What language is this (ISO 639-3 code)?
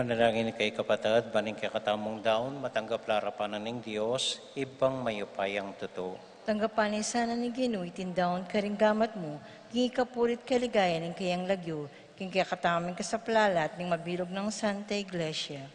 pam